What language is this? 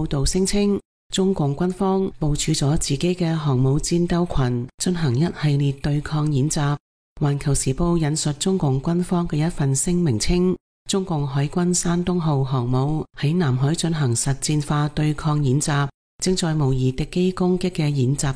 Cantonese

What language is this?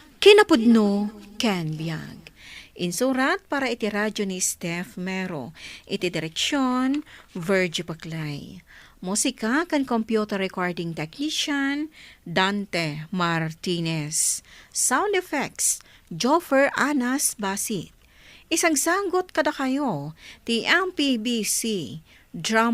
Iloko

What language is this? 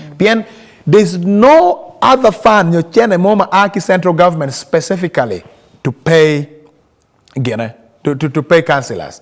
Acoli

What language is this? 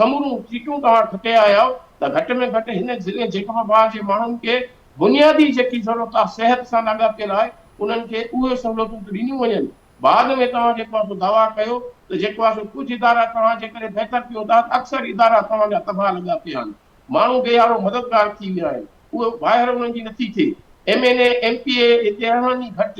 Sindhi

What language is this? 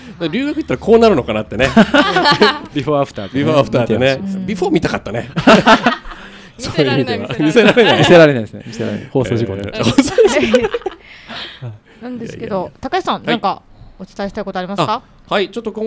Japanese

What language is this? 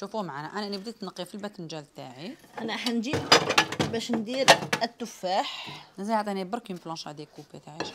Algerian Arabic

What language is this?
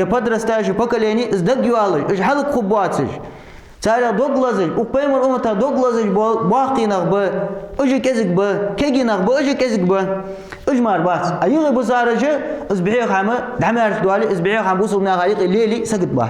Ingush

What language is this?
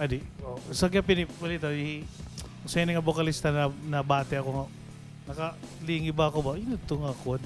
Waray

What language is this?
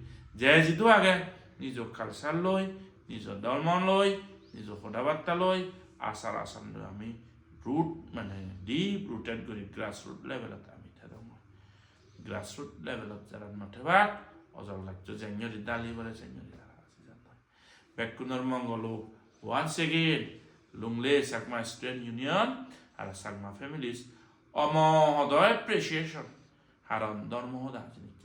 Chakma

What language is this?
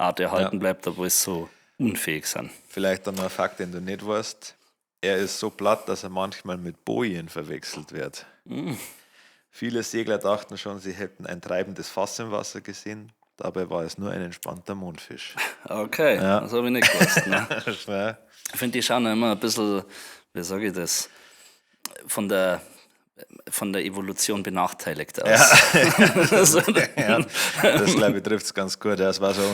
Bavarian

